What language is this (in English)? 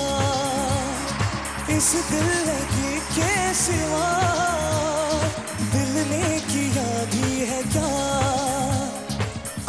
Hindi